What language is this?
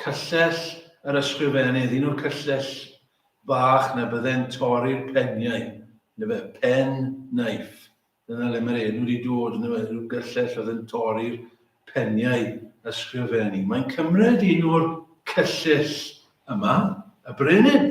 Welsh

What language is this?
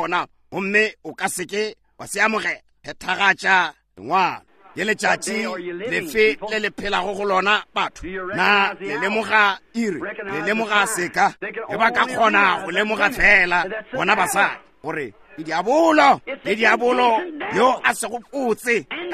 Northern Sotho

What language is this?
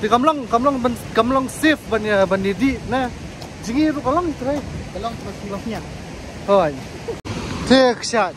Khasi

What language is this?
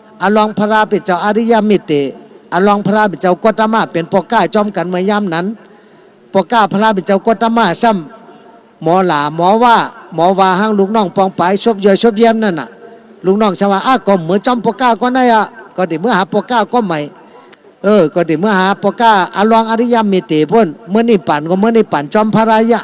Shan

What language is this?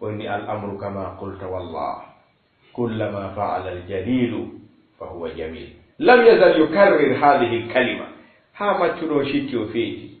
Fula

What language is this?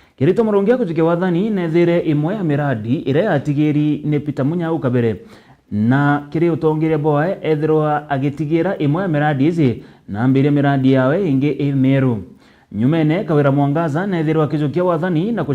Meru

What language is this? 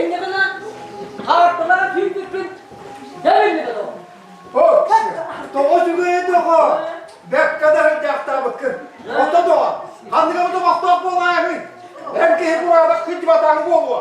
Yakut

